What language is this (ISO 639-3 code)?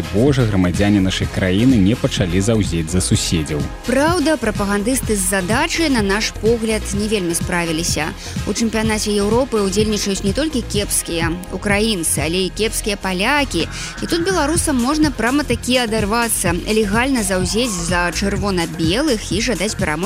bel